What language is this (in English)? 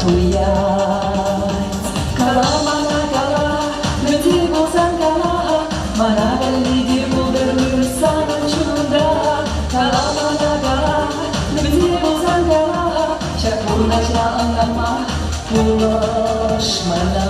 Chuvash